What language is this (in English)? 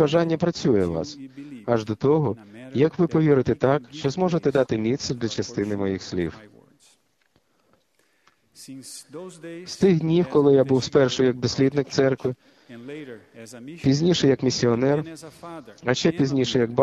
Ukrainian